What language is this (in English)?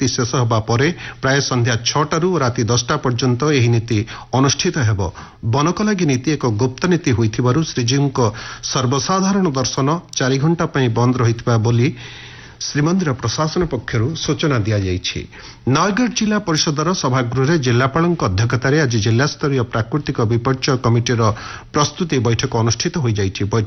Odia